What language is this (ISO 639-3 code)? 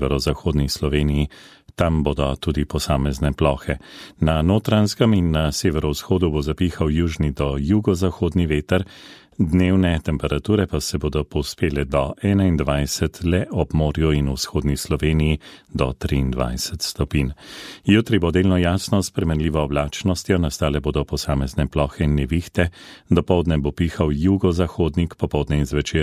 slv